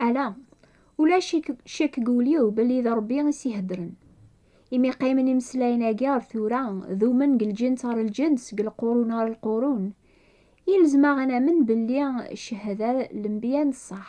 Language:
Kabyle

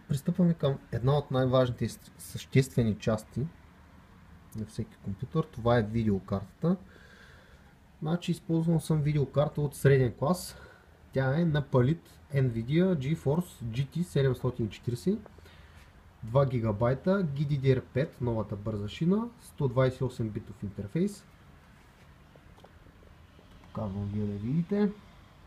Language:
Bulgarian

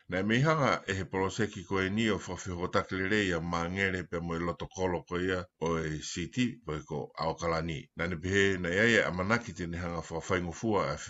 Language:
Tongan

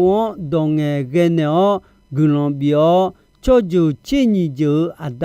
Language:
Akha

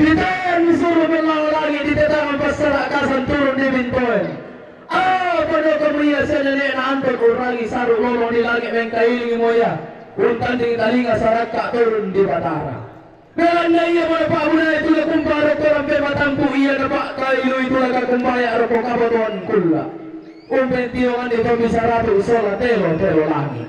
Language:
Toraja-Sa'dan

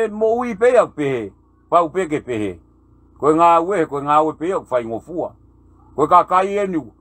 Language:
Tongan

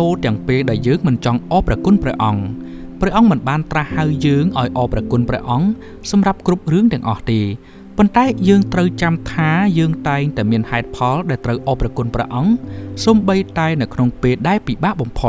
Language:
Khmer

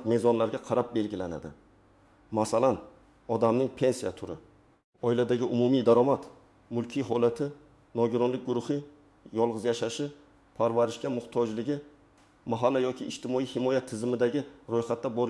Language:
Uzbek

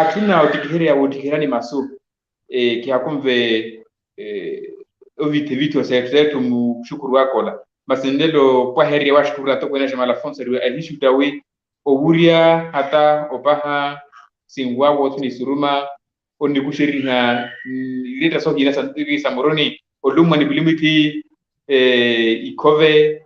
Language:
Makhuwa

